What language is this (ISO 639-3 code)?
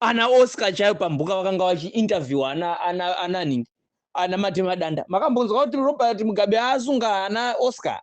sna